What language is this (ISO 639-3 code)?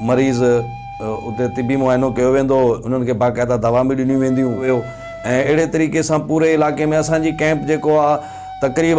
snd